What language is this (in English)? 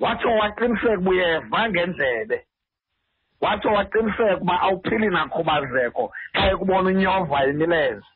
Xhosa